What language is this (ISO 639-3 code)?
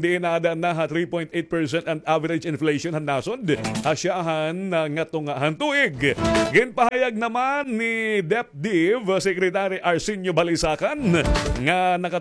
war